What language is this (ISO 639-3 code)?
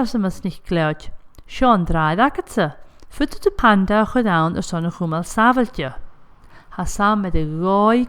gla